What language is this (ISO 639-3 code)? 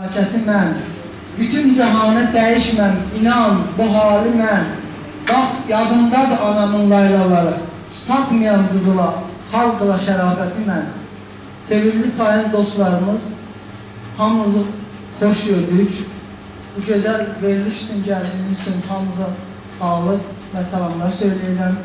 azb